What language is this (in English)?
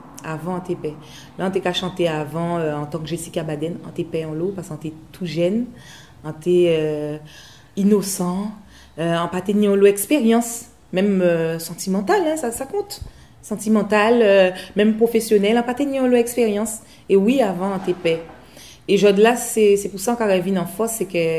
Guadeloupean Creole French